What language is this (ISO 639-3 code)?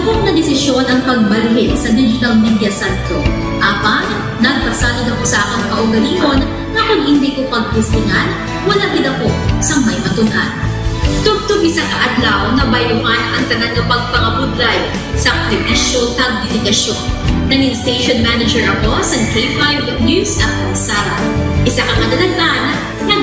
hil